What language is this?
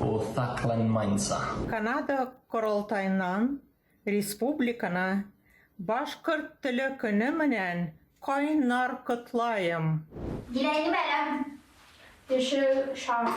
Bashkir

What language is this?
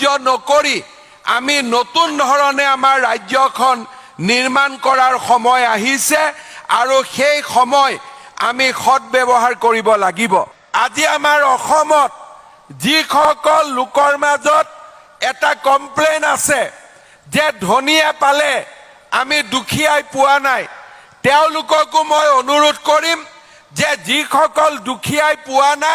Assamese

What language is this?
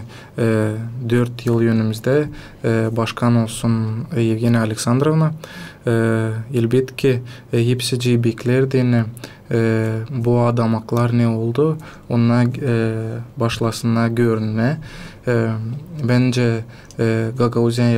Gagauz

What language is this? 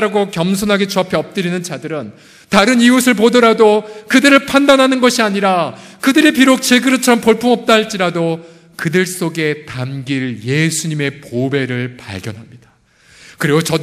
Korean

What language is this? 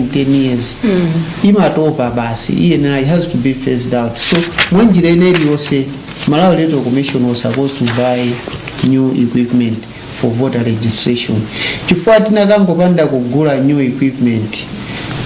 Nyanja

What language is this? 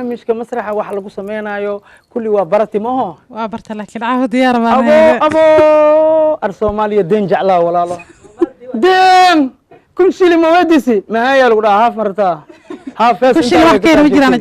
Somali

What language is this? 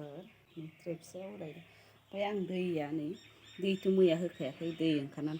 Bodo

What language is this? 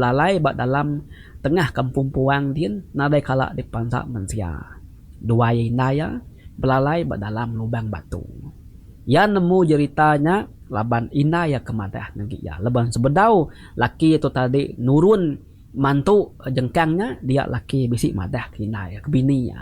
Iban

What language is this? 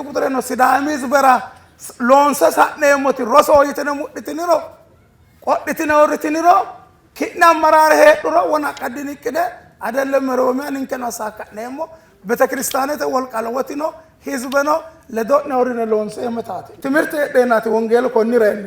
Sidamo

